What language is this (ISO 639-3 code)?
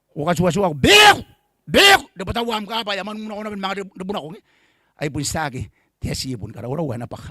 gil